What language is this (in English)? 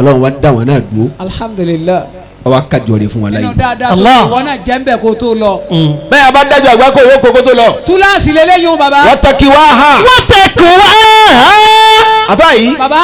Yoruba